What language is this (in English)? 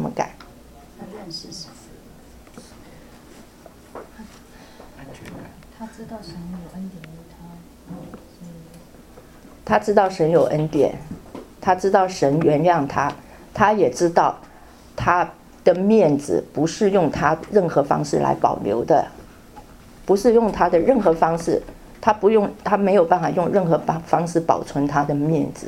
Chinese